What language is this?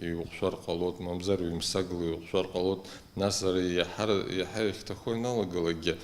Abkhazian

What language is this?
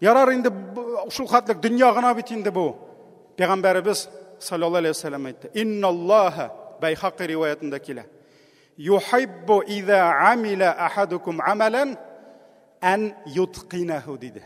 Tatar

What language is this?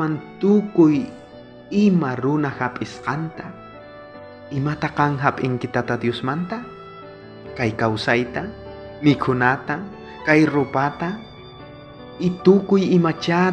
South Bolivian Quechua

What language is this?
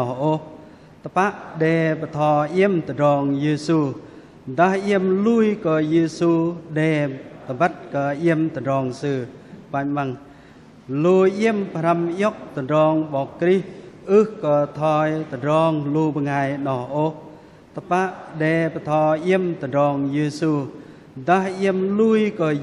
Bahnar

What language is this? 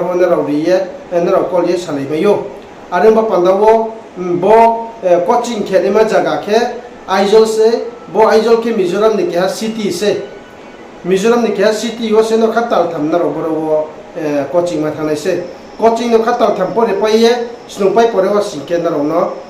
Riang (India)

